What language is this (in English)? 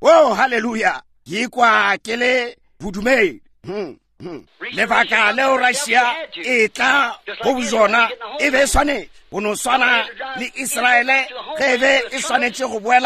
Northern Sotho